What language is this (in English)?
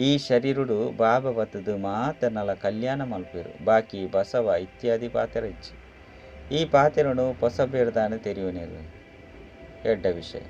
Tulu